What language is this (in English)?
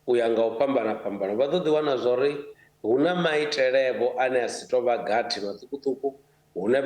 Venda